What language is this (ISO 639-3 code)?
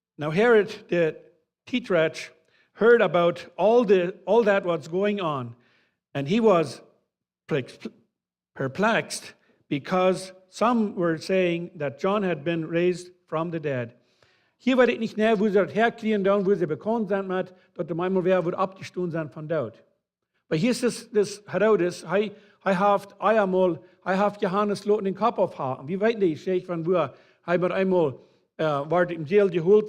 pdt